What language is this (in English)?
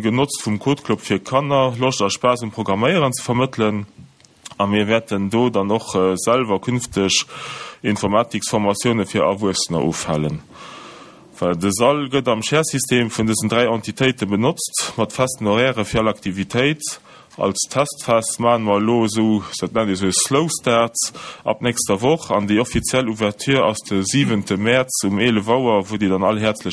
Luxembourgish